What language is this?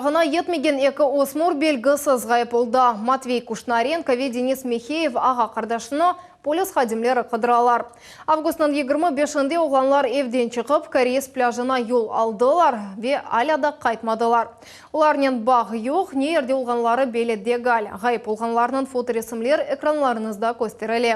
Crimean Tatar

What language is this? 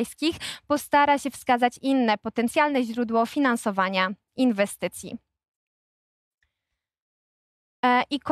Polish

